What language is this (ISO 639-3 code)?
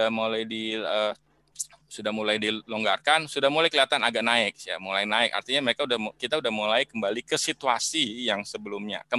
ind